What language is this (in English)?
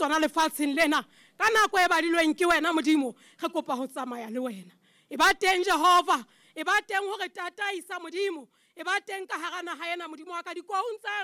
Southern Sotho